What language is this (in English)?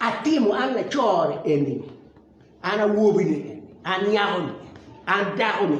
Acoli